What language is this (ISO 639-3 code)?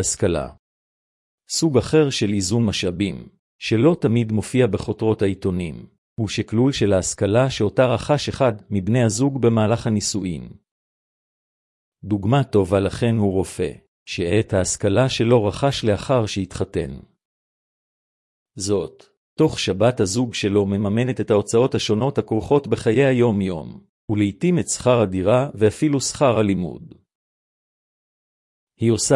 heb